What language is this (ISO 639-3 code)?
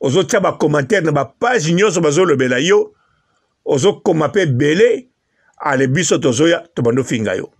lin